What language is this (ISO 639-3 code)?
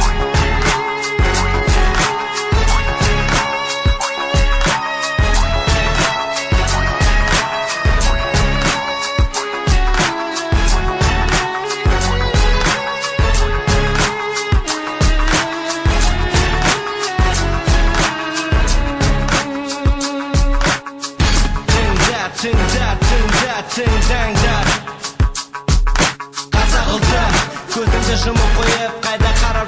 kaz